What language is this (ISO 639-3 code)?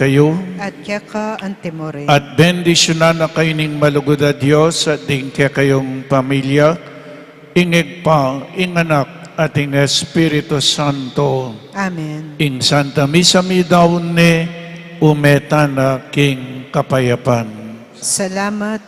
pam